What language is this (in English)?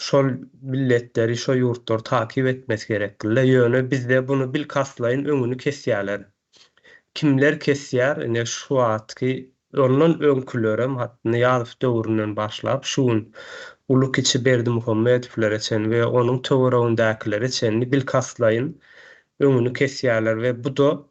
Turkmen